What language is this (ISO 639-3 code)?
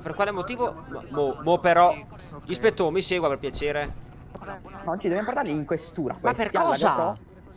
ita